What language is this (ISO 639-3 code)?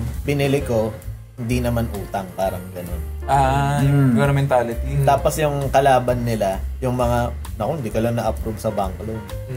fil